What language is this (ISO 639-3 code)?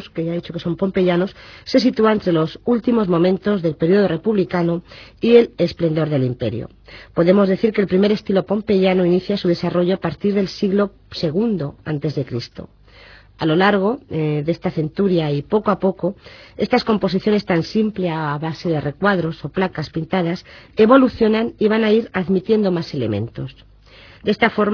spa